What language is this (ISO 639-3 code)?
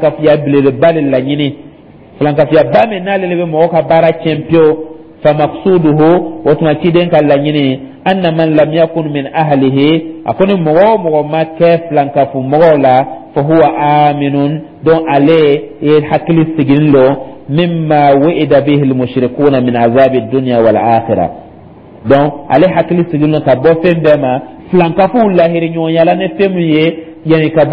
dyu